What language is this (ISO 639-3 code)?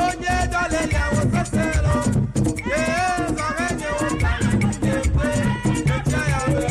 ewe